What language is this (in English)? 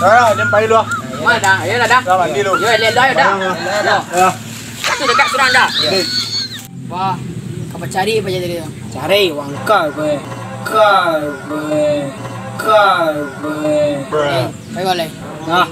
Minangkabau